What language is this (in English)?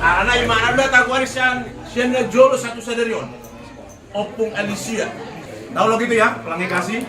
Batak Toba